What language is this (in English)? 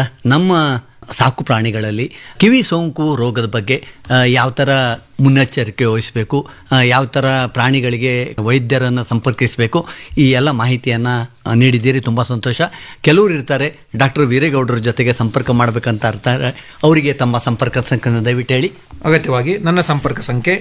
Kannada